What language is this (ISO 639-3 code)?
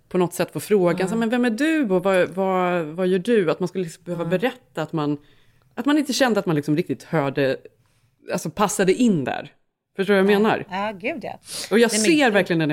swe